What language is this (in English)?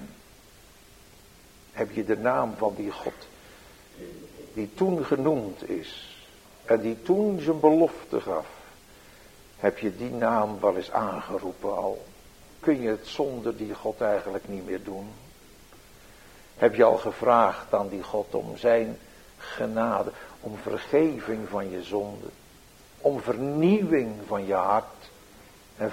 Dutch